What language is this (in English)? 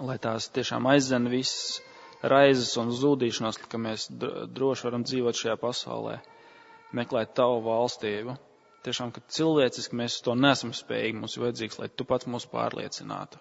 Latvian